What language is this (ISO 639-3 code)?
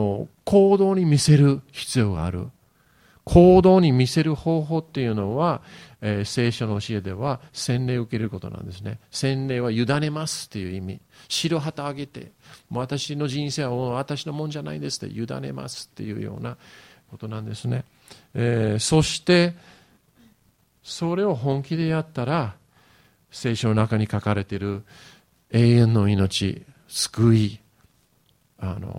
jpn